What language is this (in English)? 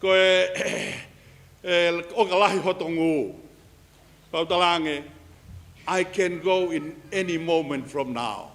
Tongan